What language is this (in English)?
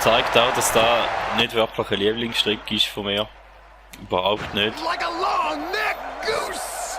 Swiss German